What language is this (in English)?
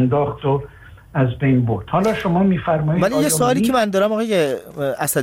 Persian